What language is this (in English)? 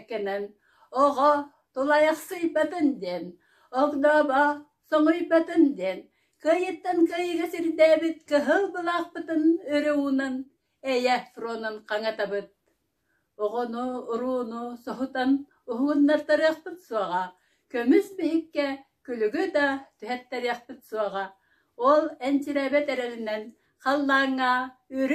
Yakut